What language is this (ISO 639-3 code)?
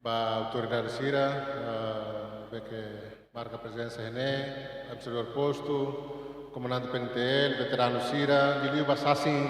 tet